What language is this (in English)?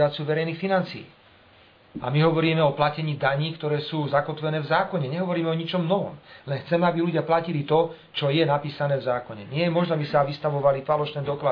Slovak